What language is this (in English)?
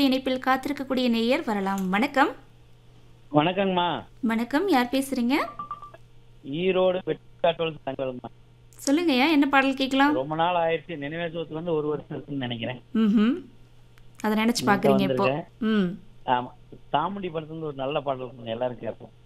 Tamil